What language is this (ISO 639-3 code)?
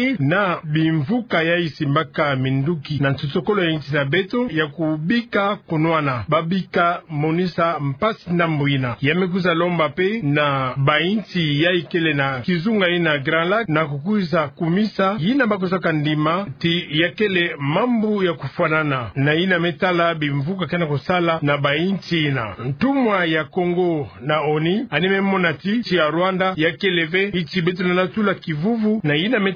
ktu